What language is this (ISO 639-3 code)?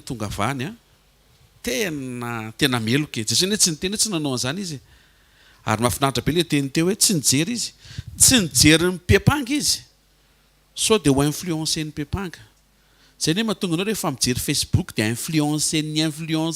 mlg